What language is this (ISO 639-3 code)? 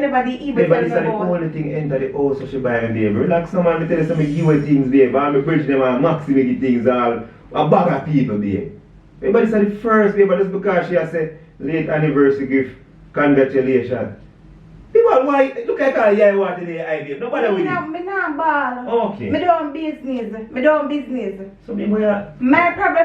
jam